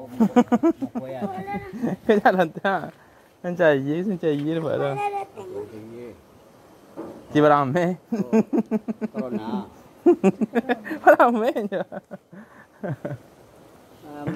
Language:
Malay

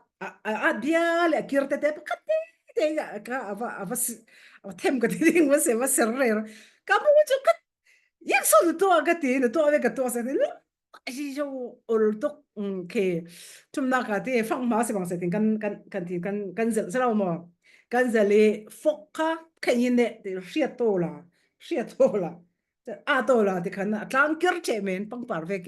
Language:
Falam Chin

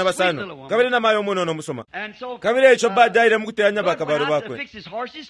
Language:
Bemba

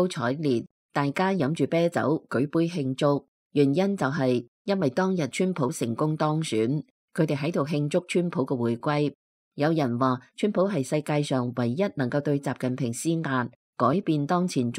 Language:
Cantonese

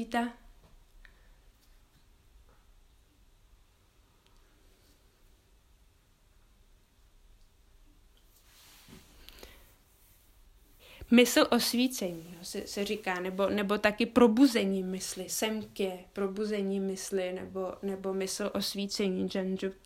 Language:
Czech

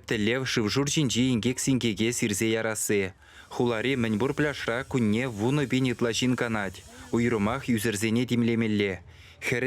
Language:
Chuvash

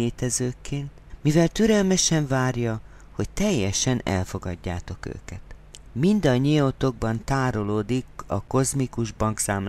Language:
Hungarian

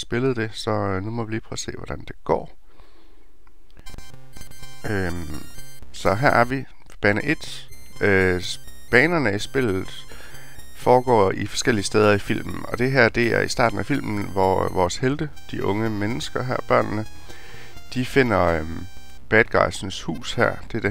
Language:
Danish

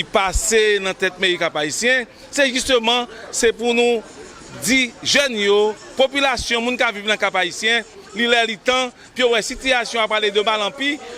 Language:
Haitian Creole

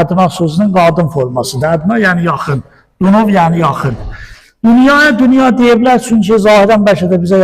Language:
Azerbaijani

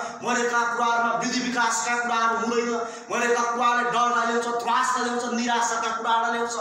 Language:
Nepali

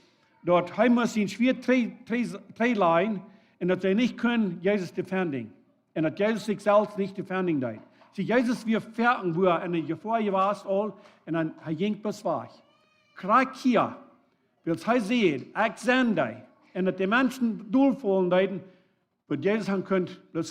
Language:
Plautdietsch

